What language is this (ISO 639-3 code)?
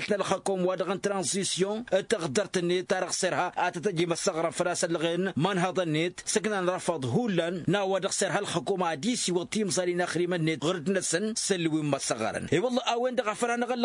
taq